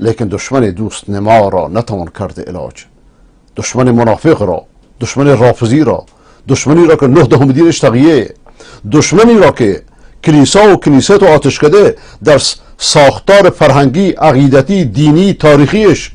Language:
Persian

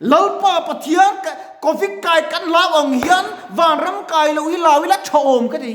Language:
Mizo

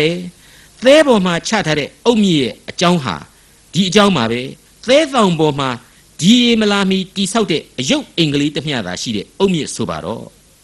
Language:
Burmese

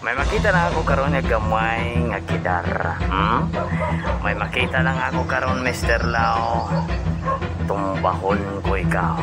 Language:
Hiligaynon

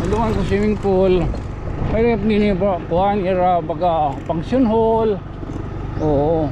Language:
Waray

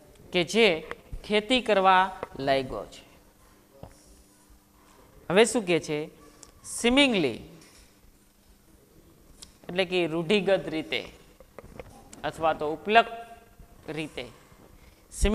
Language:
Gujarati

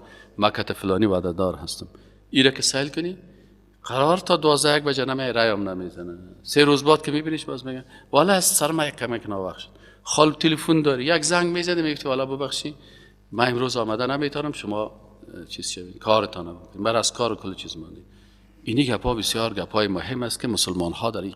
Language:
Persian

